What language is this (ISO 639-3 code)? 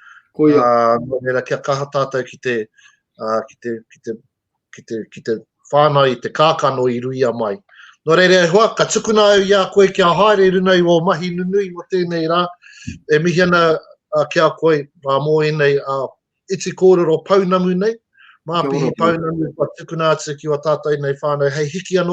mri